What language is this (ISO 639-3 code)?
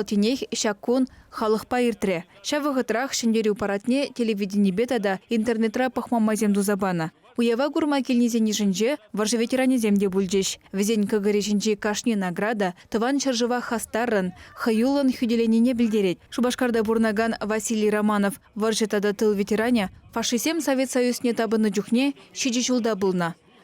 chv